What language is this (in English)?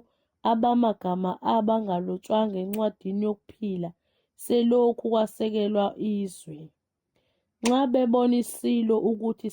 Zulu